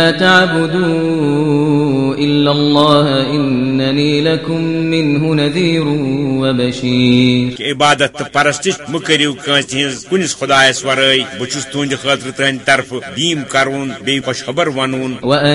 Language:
Kashmiri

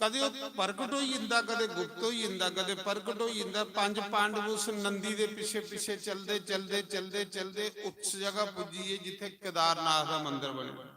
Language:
Dogri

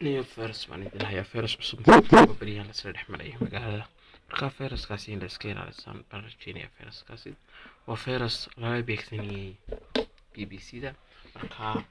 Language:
Somali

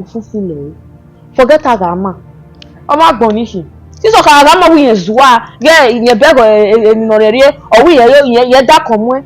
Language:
Bini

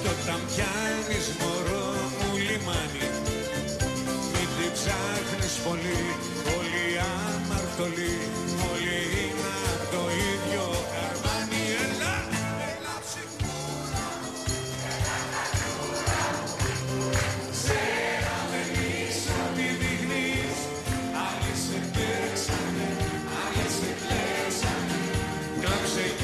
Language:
Greek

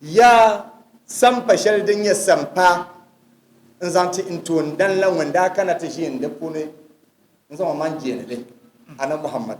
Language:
Dagbani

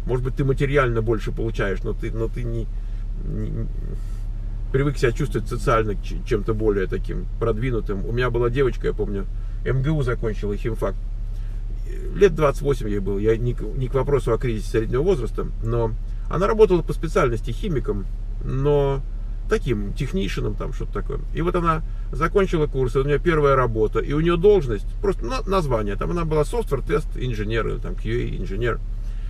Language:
Russian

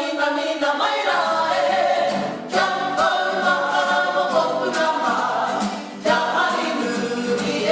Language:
Māori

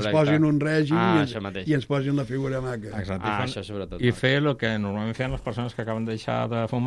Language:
Catalan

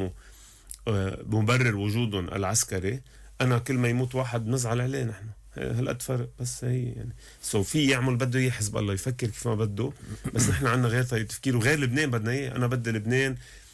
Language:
North Levantine Arabic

